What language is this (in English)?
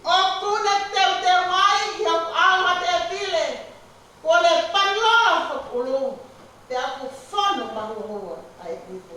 Tongan